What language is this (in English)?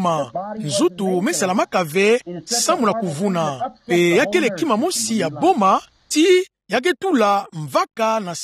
Kituba (Democratic Republic of Congo)